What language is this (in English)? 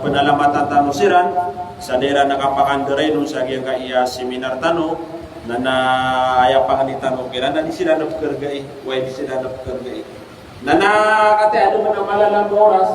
Maranao